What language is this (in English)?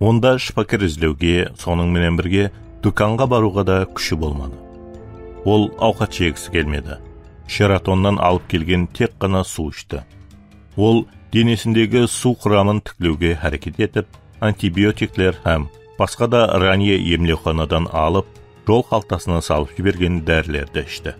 Kara-Kalpak